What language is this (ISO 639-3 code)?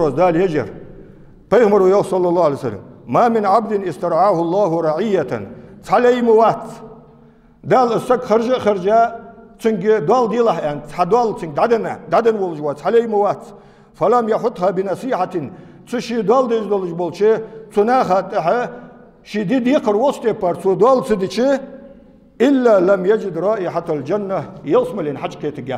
inh